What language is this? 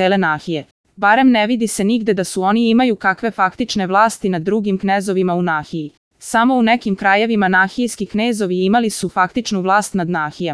Serbian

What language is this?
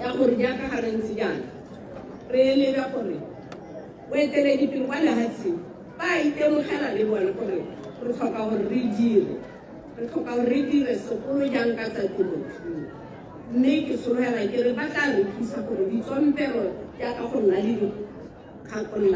Tswana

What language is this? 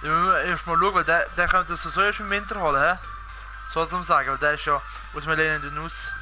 Swiss German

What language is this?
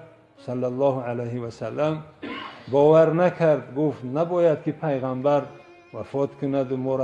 Tajik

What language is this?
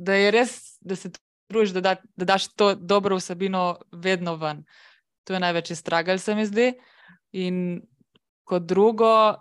Slovenian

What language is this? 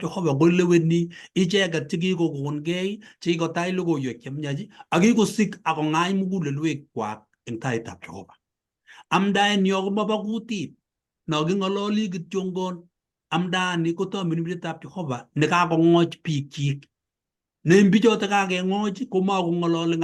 Kalenjin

